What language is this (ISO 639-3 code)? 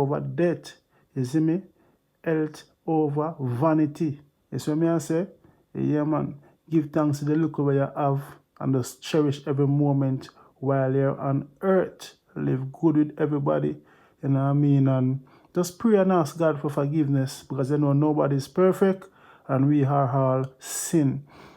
jam